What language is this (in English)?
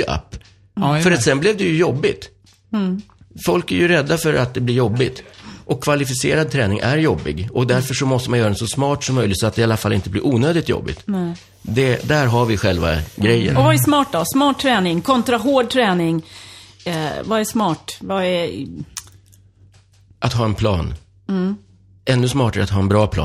Swedish